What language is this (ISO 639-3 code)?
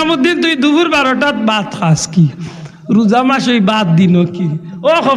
syl